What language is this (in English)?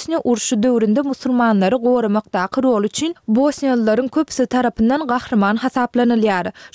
Turkmen